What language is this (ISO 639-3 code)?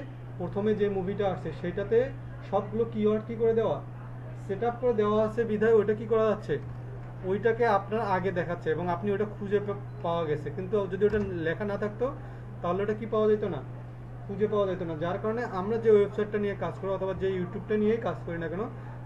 ben